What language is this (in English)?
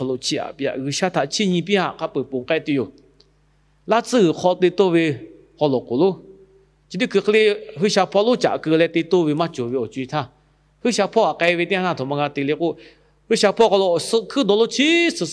Lahu